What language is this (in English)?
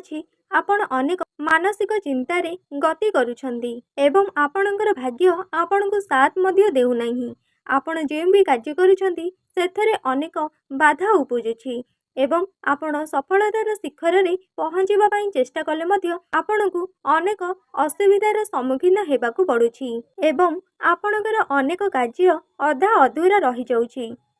Odia